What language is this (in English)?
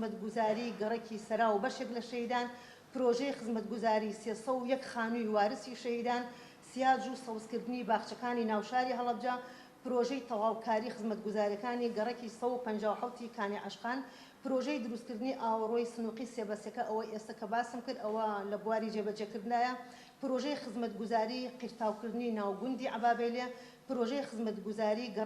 Central Kurdish